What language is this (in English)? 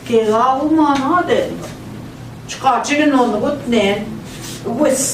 Central Ojibwa